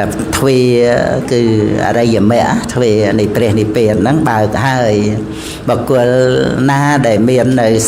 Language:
Khmer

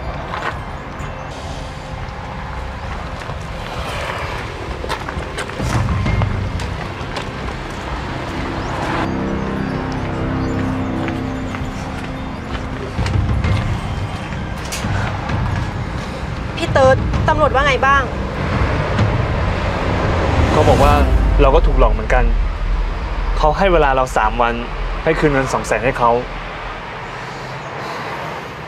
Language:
Thai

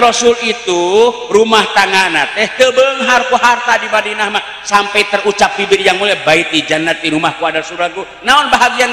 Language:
Sundanese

